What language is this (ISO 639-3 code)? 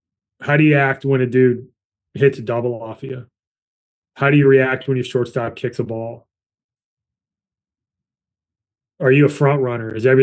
eng